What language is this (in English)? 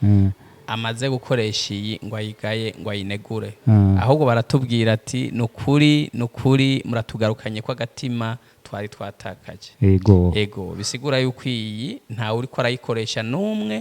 Rundi